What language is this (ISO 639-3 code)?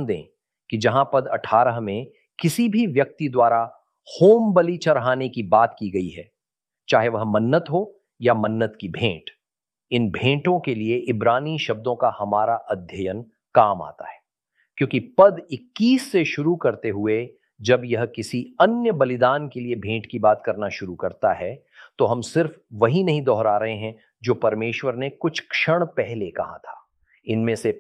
hin